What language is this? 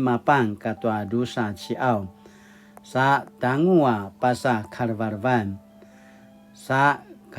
Paiwan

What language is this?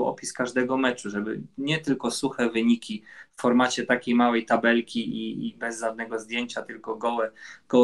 Polish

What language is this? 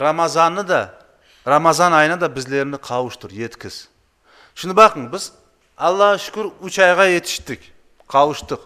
Crimean Tatar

